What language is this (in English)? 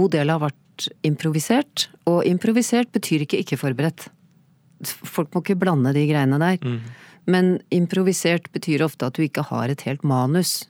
Norwegian